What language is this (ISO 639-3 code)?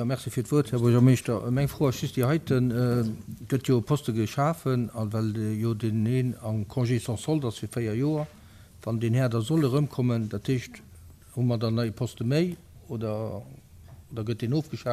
ltz